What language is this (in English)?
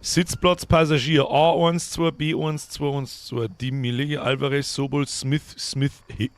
Bavarian